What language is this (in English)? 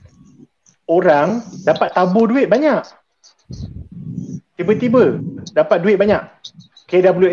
Malay